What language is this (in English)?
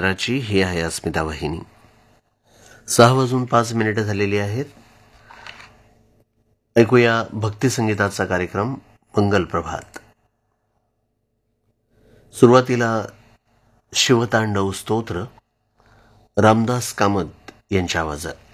Marathi